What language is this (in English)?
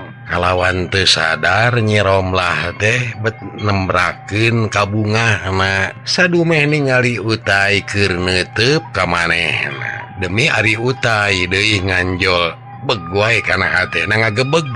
Sundanese